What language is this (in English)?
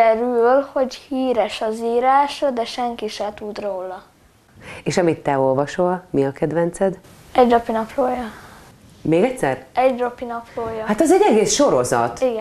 Hungarian